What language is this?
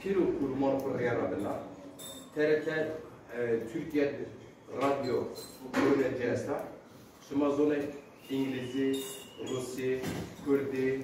Zaza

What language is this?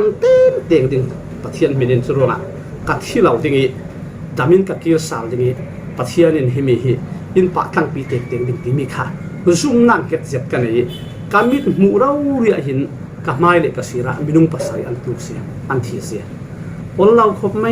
Falam Chin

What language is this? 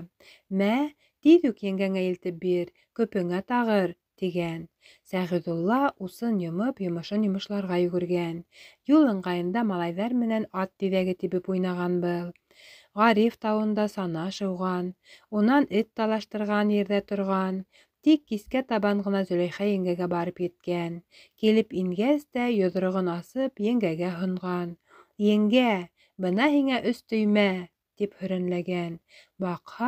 Bashkir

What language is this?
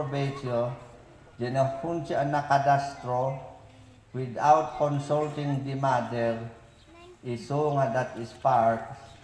Mayoyao Ifugao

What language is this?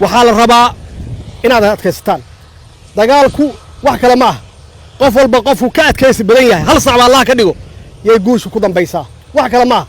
Somali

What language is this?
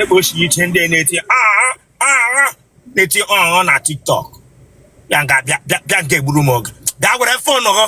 Igbo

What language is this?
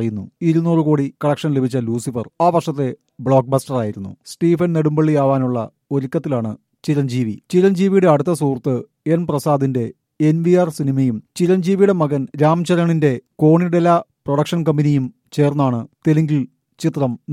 Malayalam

